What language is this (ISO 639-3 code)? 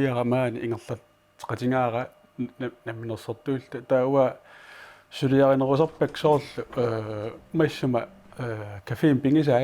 kal